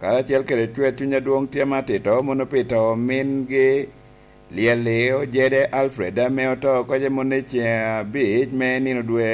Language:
Lango (Uganda)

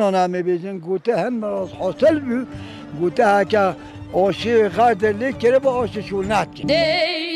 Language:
Kurdish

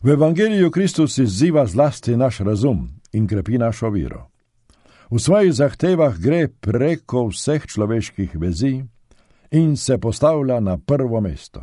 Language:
Slovenian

